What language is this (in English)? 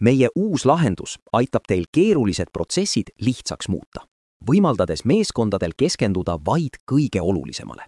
Estonian